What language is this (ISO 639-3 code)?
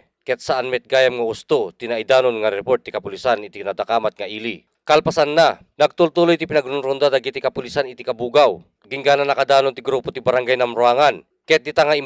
ilo